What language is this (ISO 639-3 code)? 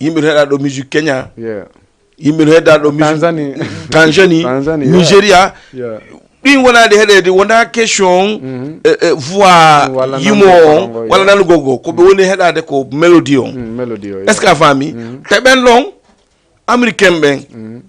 ful